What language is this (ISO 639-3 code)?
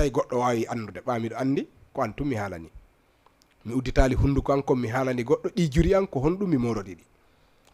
ful